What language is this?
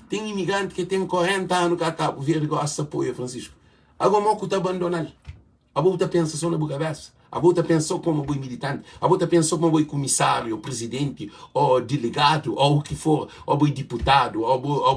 Kabuverdianu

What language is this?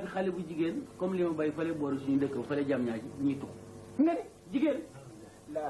Wolof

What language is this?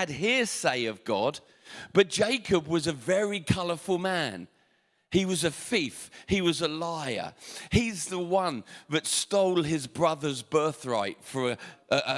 English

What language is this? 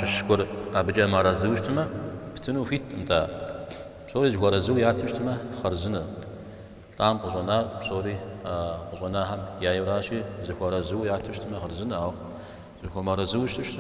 Kabardian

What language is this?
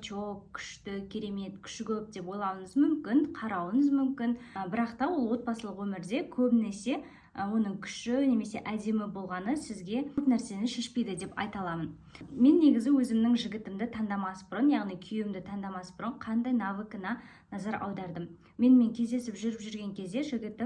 Kazakh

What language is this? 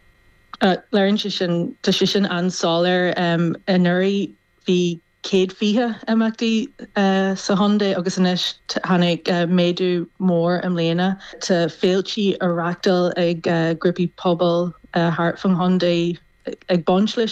Irish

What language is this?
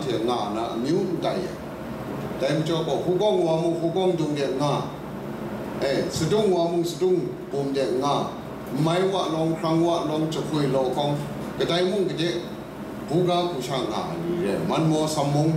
Kachin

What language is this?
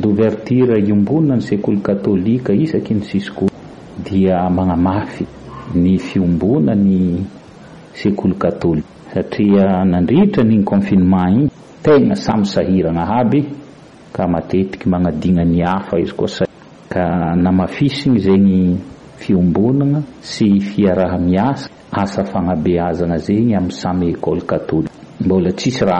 Malagasy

